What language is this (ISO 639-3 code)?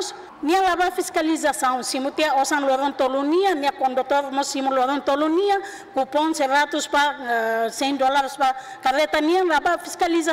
tet